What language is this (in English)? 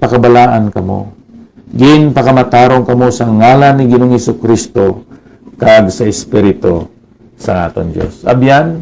Hiligaynon